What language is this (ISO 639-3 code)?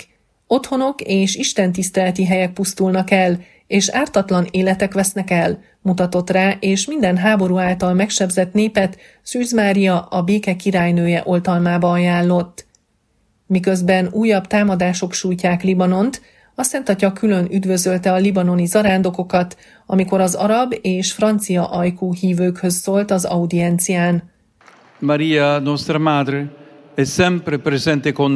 hun